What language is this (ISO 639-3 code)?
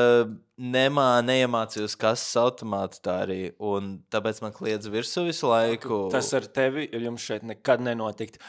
lav